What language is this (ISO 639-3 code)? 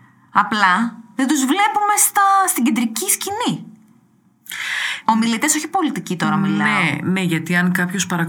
ell